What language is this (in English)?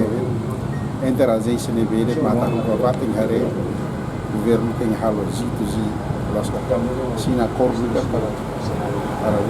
Tetum